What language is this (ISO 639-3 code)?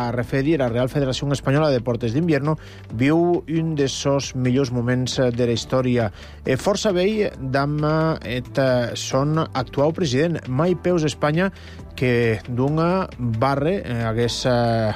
cat